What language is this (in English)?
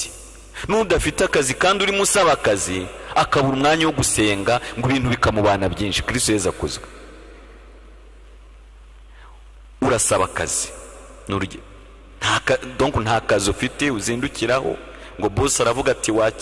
Kinyarwanda